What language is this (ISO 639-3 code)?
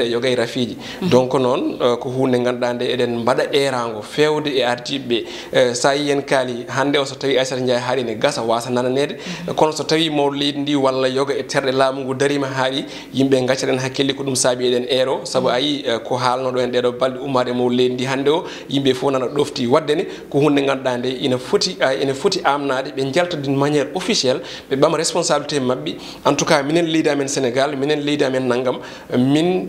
ful